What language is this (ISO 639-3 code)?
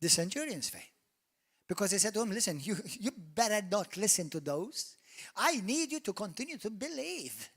eng